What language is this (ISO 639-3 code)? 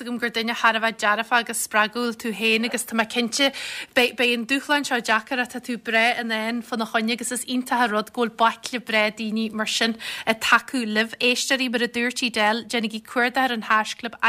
gle